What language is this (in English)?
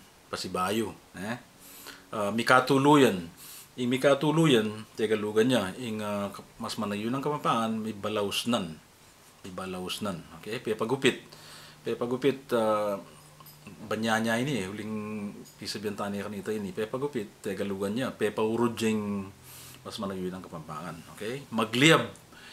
Pampanga